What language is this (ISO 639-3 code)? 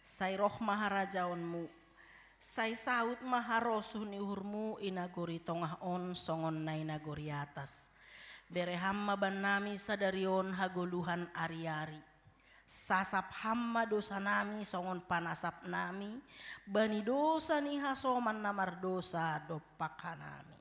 bts